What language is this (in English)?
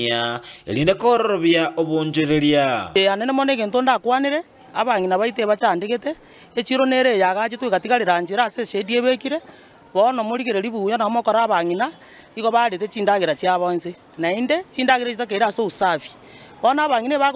Gusii